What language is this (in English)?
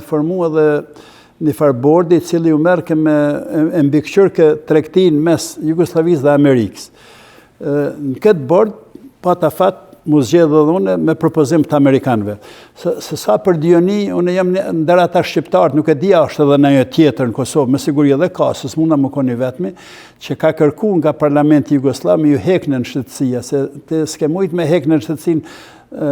Albanian